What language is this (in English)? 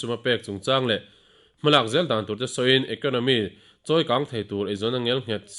Mizo